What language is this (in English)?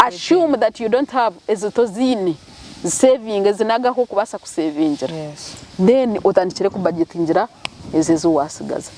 Nyankole